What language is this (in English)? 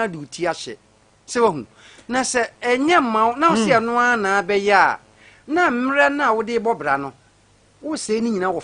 Akan